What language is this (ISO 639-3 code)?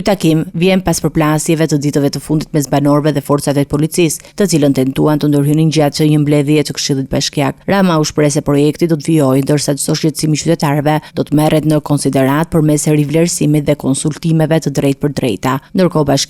sqi